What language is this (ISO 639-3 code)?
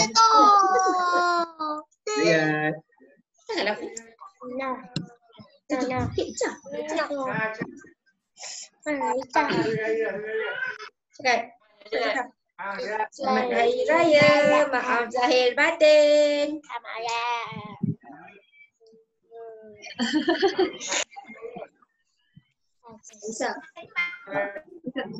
msa